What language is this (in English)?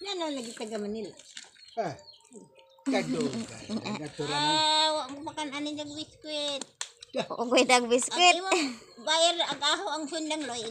Cebuano